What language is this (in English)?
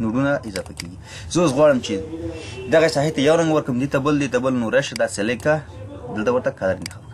Pashto